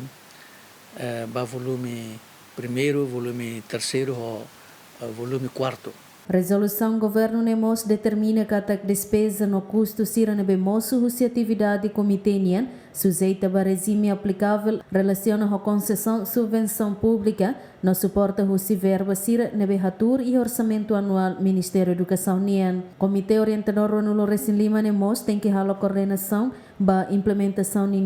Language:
Tetum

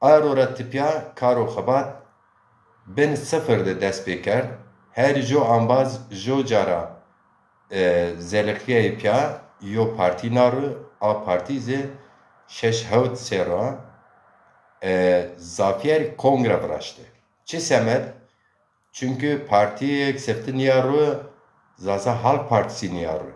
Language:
Zaza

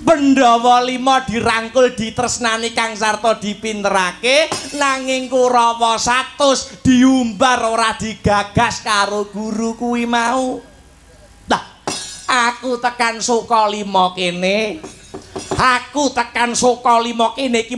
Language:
Javanese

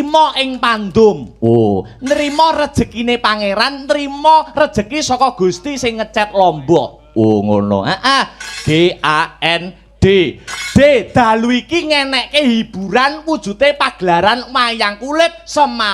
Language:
Javanese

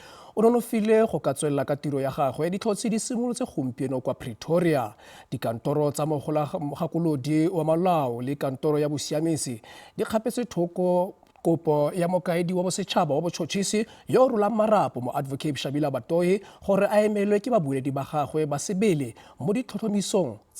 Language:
Tswana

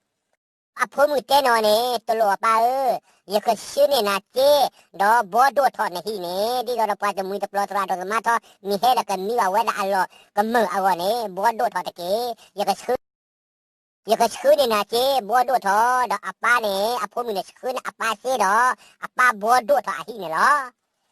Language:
S'gaw Karen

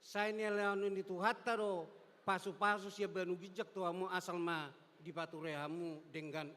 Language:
Batak Toba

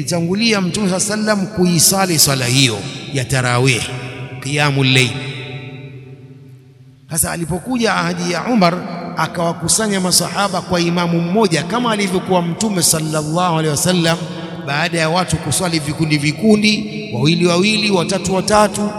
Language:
Swahili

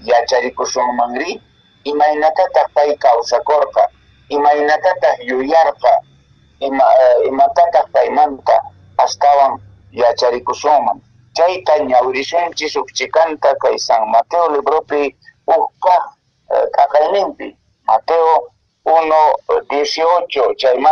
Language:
Quechua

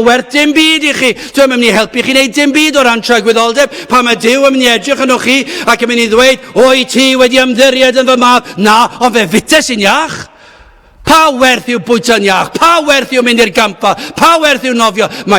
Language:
Welsh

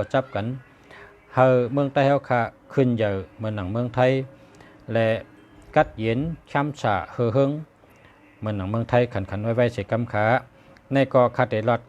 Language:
Shan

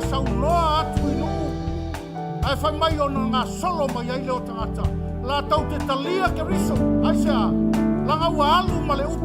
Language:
Samoan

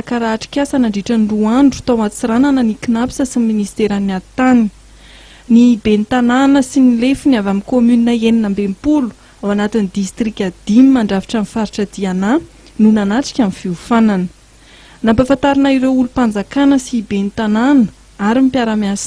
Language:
Malagasy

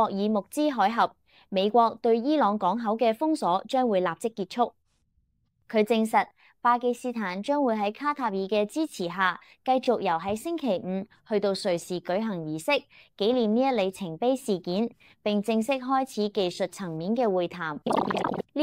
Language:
Cantonese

